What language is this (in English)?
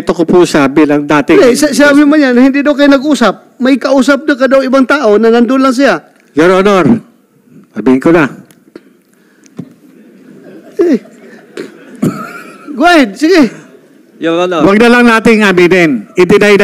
Filipino